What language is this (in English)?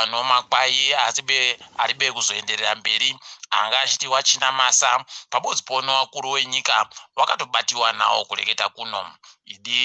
Ndau